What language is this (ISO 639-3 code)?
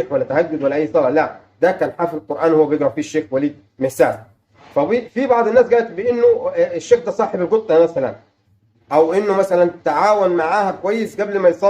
arz